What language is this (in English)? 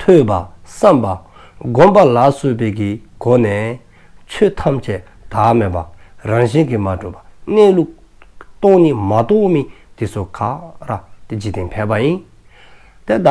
Dzongkha